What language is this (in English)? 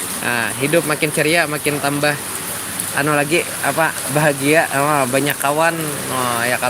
Banjar